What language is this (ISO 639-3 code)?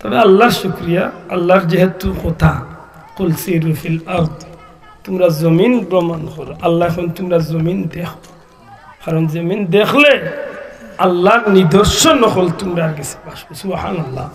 syl